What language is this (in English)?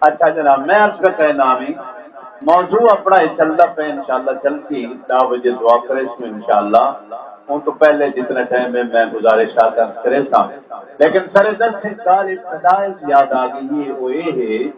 Saraiki